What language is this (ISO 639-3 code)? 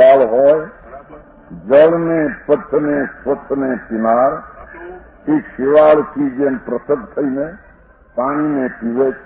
guj